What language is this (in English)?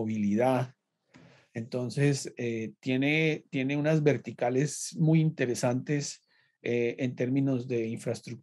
Spanish